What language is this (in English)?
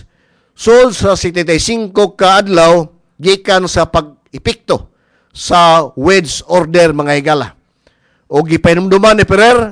Cebuano